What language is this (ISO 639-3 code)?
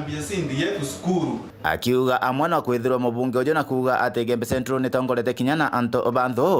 mer